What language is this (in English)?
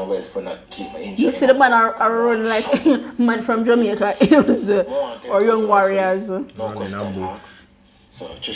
Jamaican Creole English